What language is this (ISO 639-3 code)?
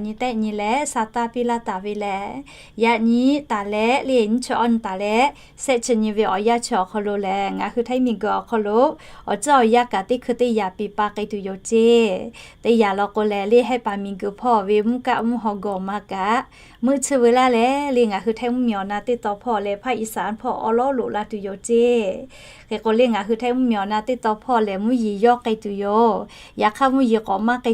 lhu